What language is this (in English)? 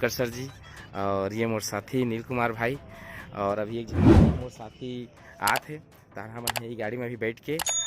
Chhattisgarhi